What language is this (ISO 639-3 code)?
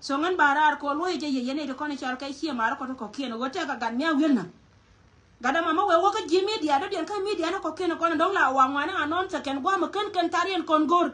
nus